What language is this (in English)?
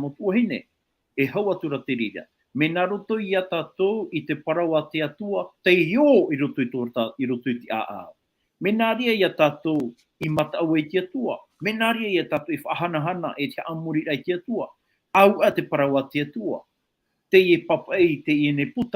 Tahitian